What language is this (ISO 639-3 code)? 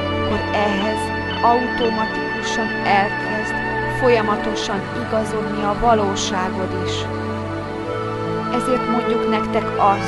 hun